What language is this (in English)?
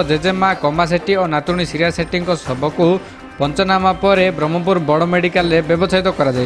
Odia